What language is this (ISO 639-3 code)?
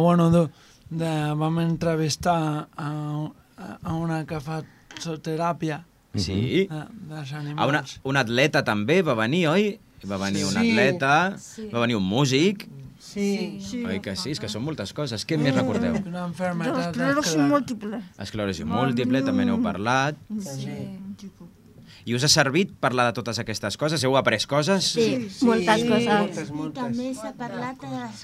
cat